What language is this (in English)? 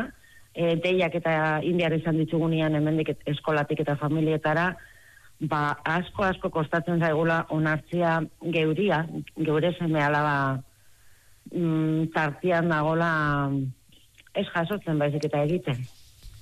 Basque